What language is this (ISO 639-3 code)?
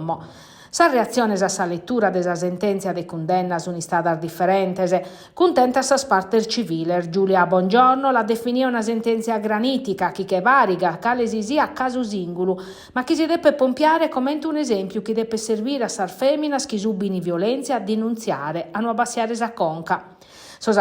srd